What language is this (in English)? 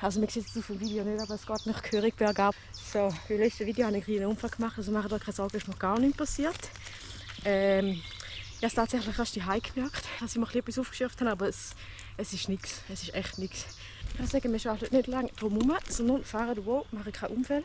Swiss German